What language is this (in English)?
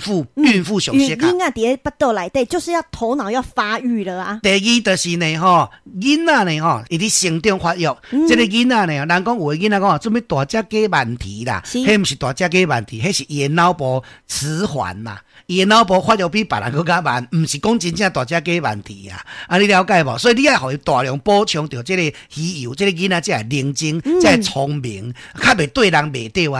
Min Nan Chinese